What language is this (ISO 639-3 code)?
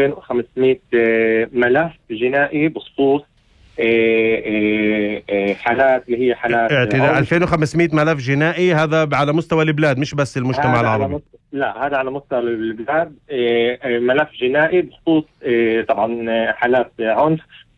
apc